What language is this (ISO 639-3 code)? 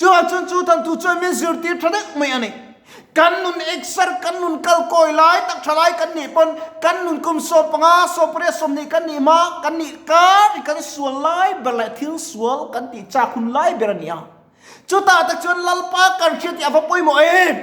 lus